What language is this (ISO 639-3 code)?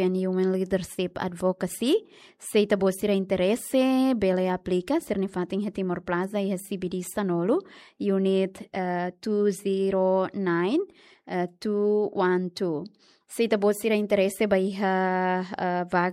tet